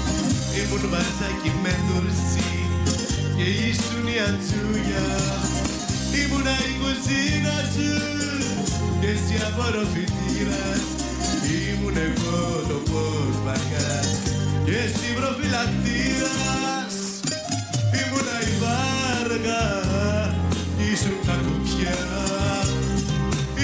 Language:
Greek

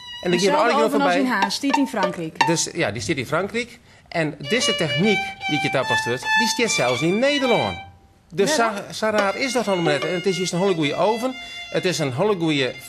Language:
Western Frisian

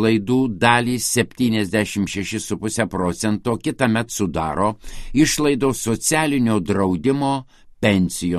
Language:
Lithuanian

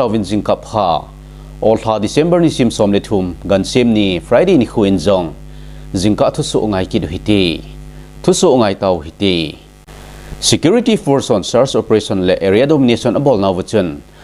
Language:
Thado Chin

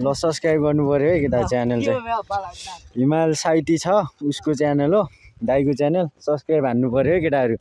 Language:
Nepali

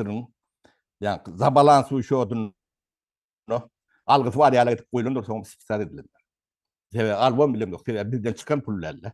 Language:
Turkmen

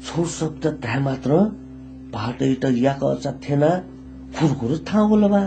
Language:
Newari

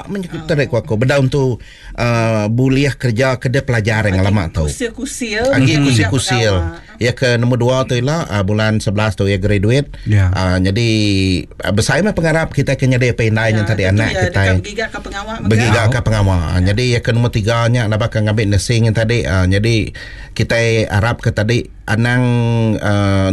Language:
Iban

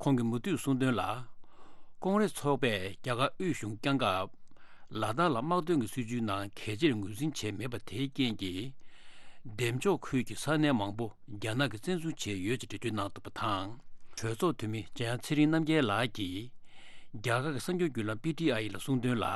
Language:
Tibetan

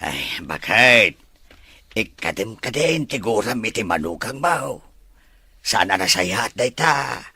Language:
Iloko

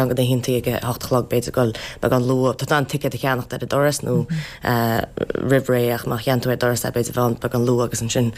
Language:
Irish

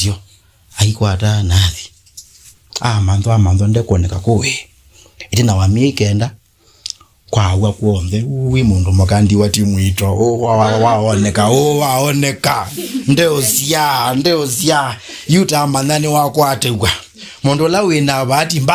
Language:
Kamba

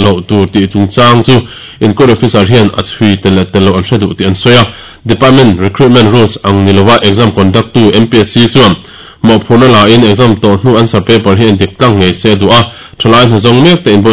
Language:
Mizo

